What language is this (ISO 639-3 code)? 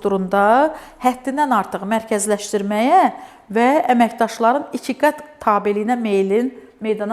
aze